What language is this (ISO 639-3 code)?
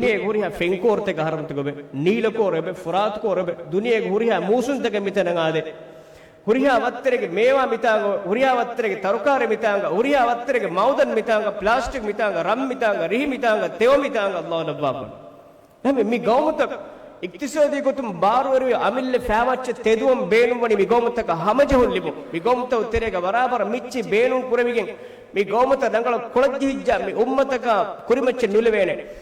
div